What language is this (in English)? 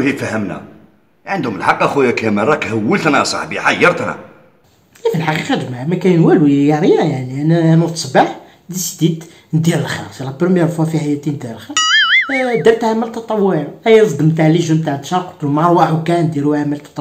Algerian Arabic